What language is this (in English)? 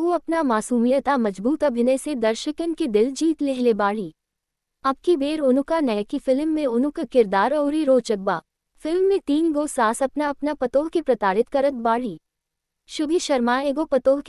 Bhojpuri